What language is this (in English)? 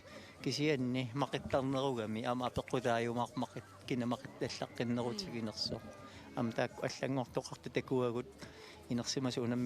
Kalaallisut